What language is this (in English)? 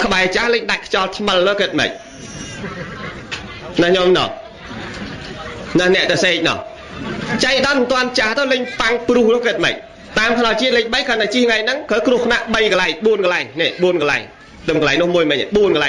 Khmer